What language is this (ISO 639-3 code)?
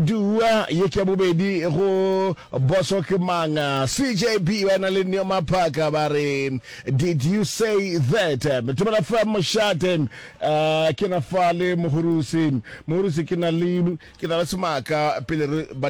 nso